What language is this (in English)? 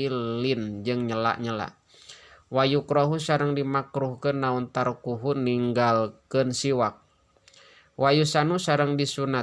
Sundanese